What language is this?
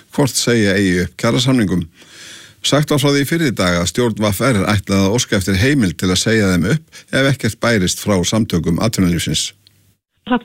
Icelandic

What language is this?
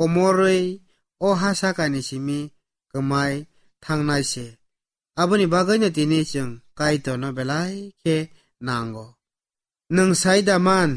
Kok Borok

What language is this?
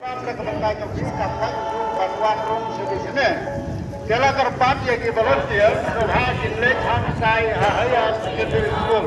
Khasi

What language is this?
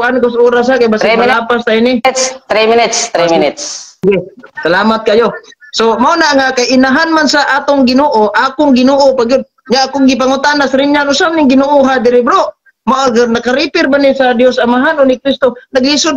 Cebuano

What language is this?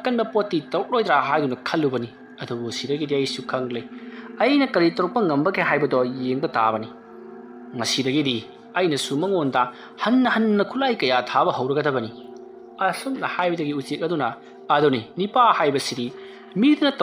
Manipuri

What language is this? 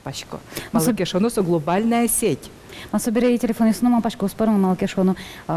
Udmurt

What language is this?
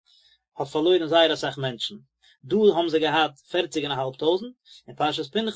Yiddish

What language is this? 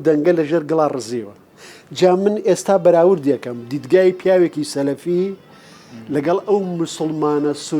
Central Kurdish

